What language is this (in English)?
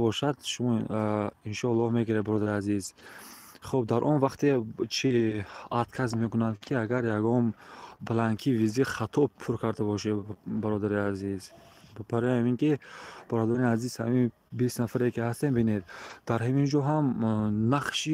Tajik